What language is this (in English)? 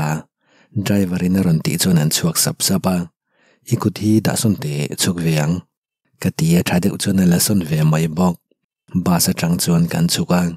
Mizo